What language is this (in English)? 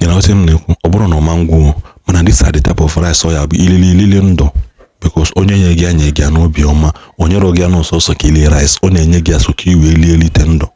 Igbo